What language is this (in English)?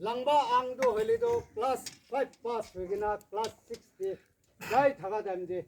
Naga Pidgin